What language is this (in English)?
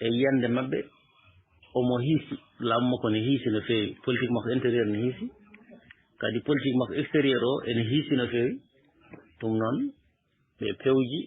Fula